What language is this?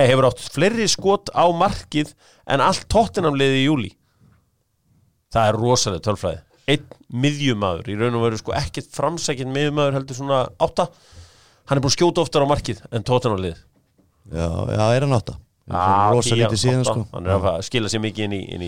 Icelandic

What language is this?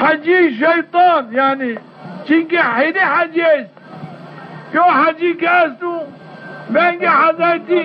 Zaza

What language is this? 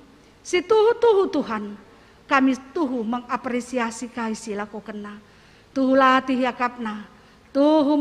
Batak Karo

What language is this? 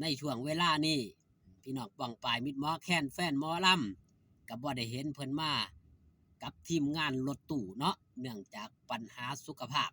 Northeastern Thai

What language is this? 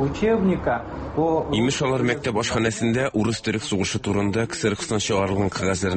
Tatar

